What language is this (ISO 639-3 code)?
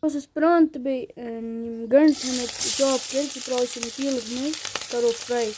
kas